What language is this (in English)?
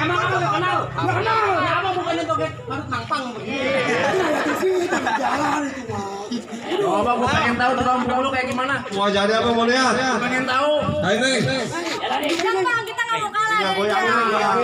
Betawi